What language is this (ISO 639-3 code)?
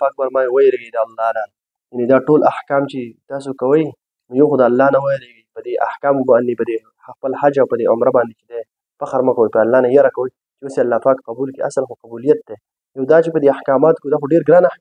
pus